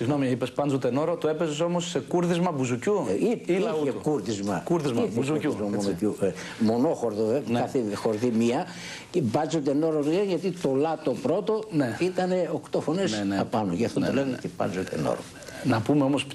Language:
Greek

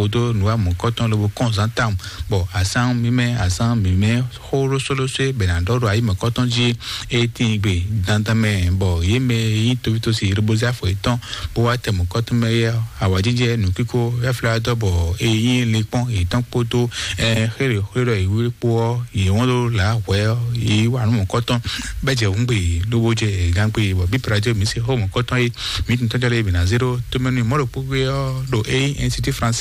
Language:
Fon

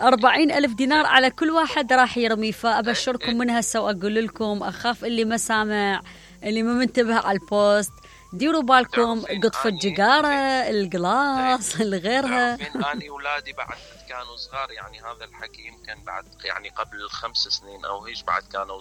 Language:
Mesopotamian Arabic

